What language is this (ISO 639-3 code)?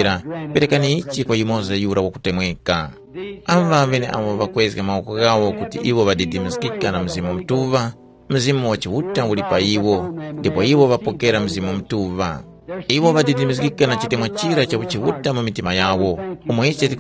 tum